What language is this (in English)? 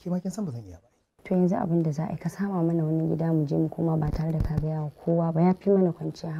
Hausa